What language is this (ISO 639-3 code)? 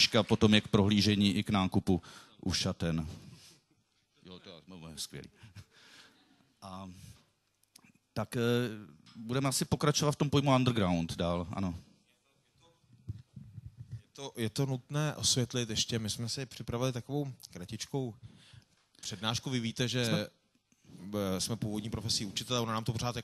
ces